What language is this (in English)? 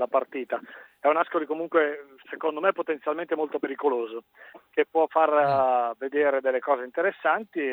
Italian